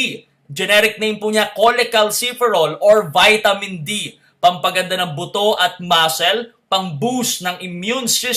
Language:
Filipino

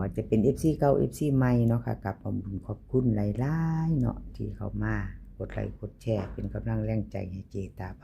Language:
Northeastern Thai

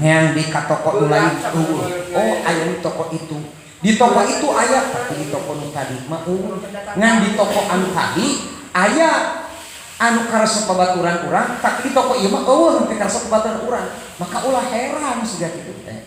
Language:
Sundanese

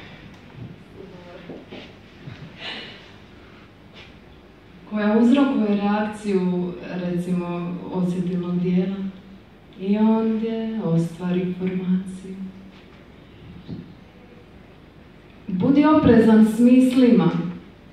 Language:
Croatian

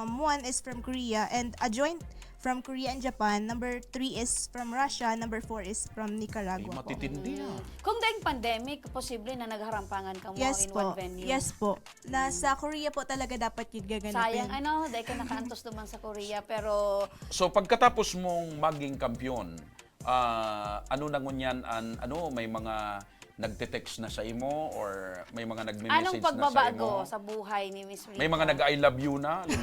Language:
Bikol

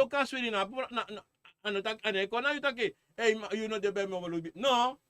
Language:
Sranan Tongo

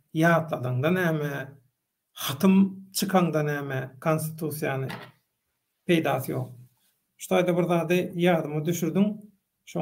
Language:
Turkmen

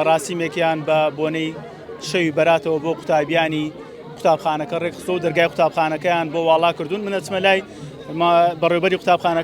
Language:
Central Kurdish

